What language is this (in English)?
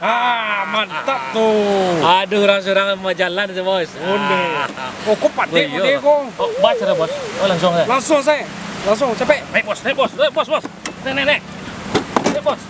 Minangkabau